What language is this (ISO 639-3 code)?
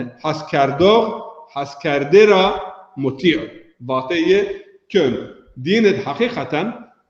zza